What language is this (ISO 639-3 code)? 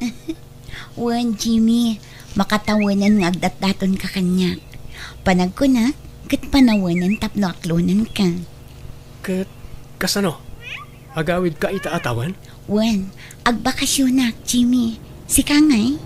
ilo